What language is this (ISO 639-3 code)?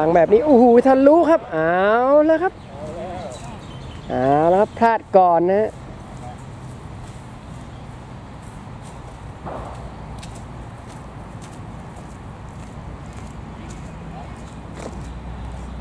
tha